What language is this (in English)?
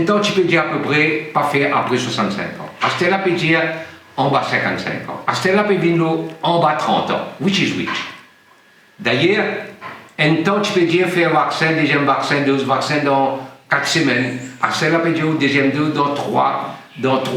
Morisyen